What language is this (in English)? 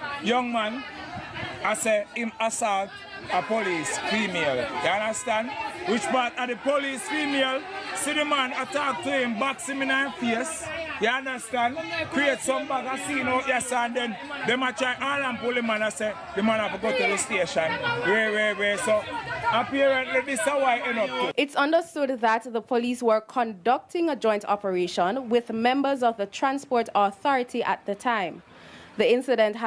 Jamaican Creole English